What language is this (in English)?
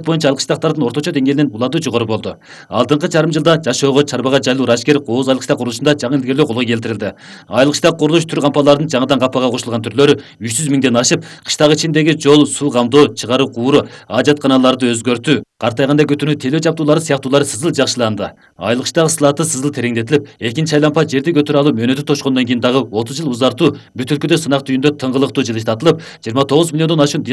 Kyrgyz